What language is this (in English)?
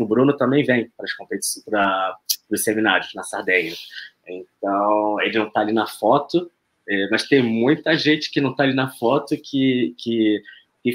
Portuguese